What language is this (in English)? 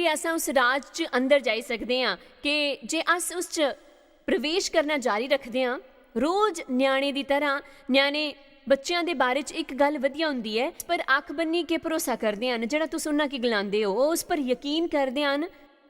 Dogri